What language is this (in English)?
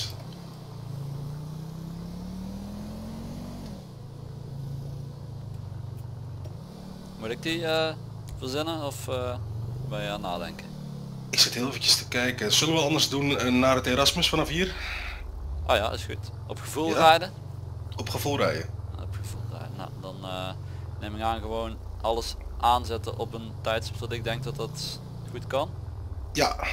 Dutch